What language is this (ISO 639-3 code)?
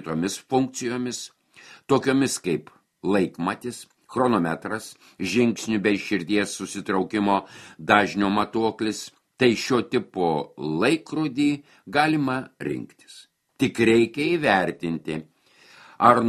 lit